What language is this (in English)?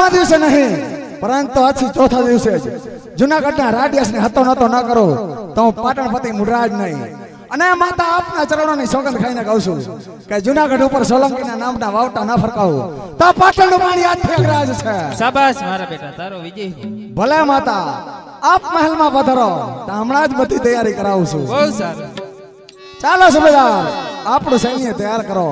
Gujarati